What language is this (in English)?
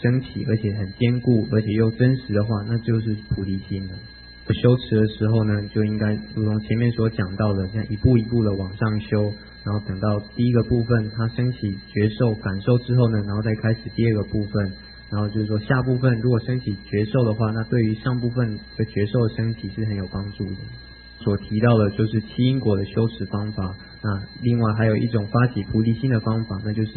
Chinese